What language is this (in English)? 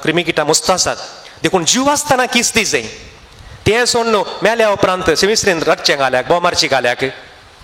Konkani